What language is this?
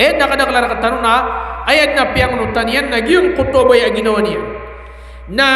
Maranao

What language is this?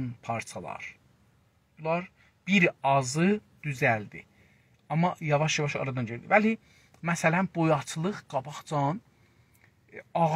South Azerbaijani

